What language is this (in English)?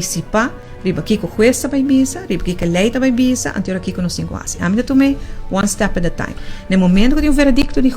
Papiamento